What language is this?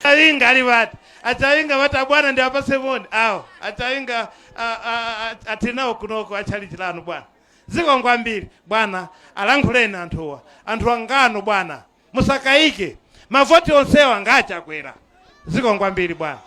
Nyanja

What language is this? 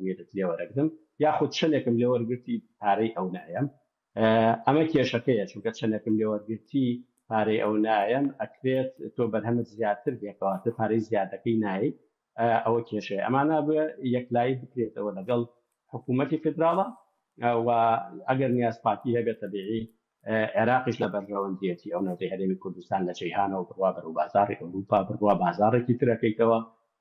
Central Kurdish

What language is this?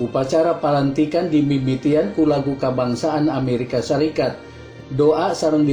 Sundanese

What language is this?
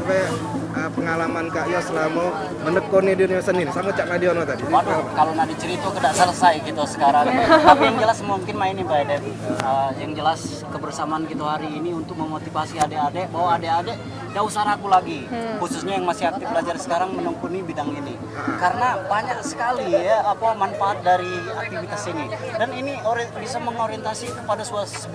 Musi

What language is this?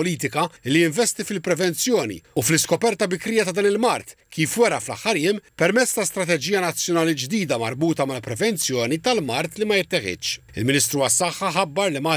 Maltese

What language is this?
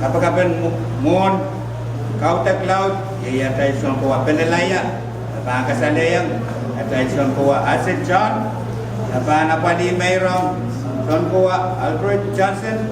Pohnpeian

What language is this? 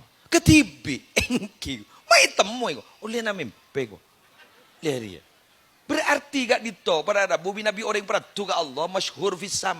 Madurese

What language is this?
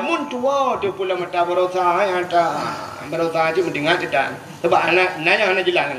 Achinese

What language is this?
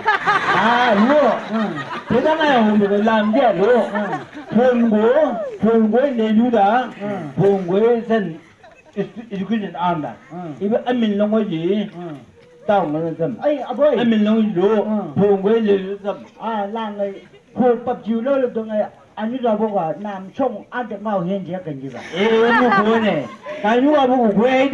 Chang Naga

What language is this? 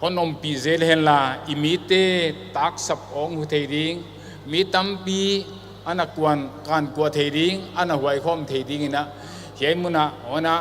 Paite Chin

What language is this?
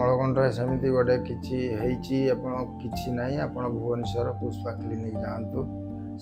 Odia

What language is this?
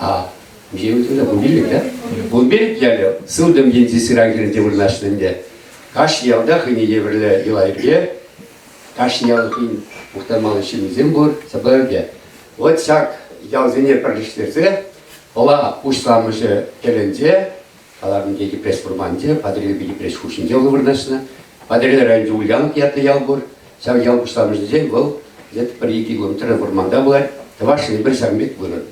Chuvash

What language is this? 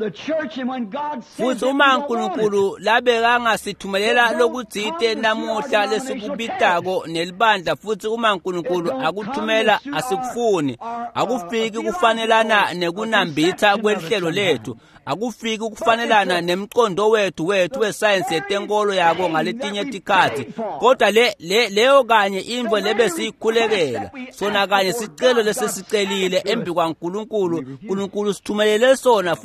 Swati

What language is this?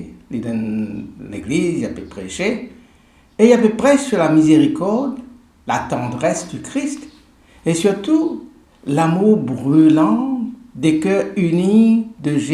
Morisyen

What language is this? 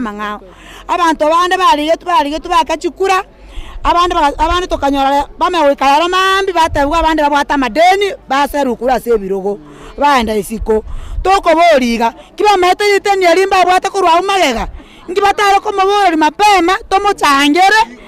Gusii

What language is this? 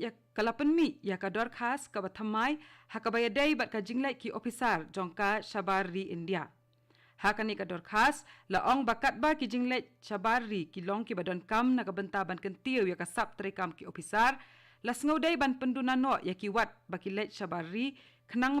Khasi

